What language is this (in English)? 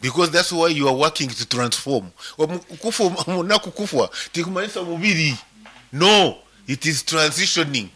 Nyankole